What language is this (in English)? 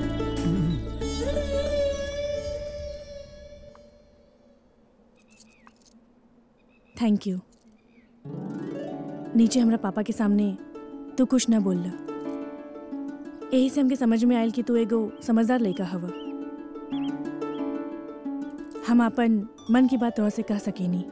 Bhojpuri